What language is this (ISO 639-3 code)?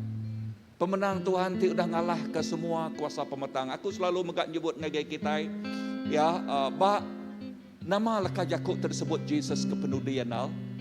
iba